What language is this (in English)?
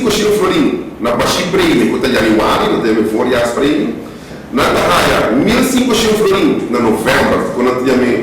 Papiamento